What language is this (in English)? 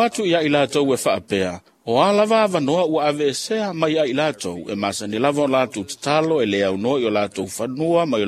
Samoan